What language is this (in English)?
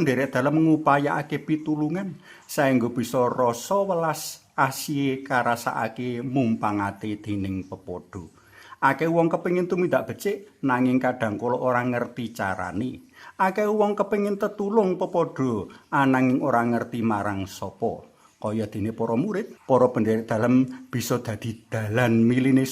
Javanese